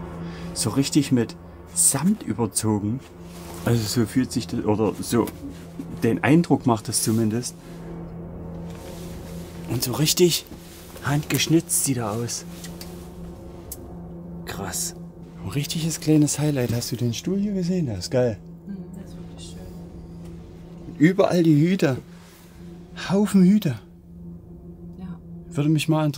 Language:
German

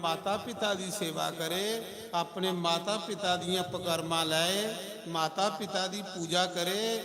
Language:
Dogri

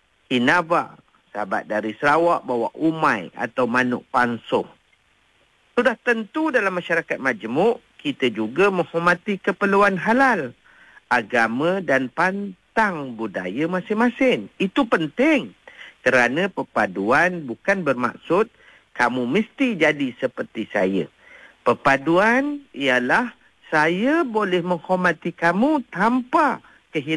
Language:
Malay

